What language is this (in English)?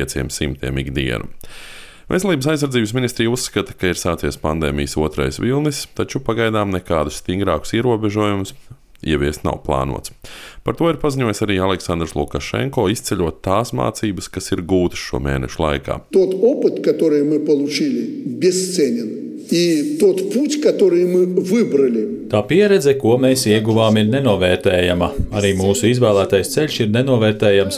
Latvian